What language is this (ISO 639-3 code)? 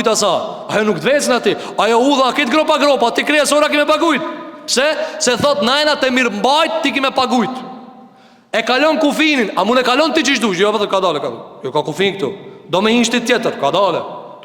sqi